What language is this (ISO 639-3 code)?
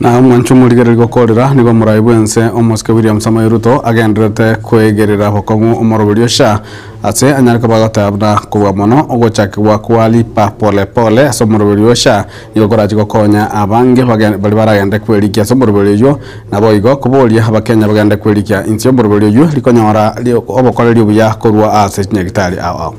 guz